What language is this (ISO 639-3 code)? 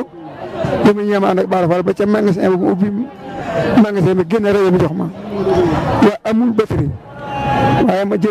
wol